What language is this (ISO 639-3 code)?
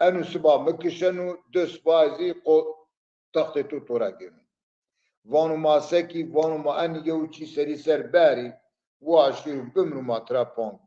zza